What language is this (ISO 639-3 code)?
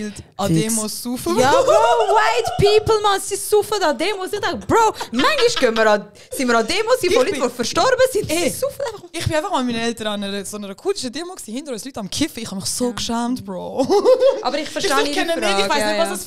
gsw